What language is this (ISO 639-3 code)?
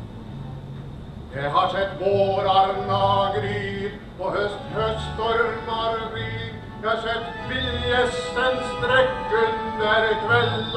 nor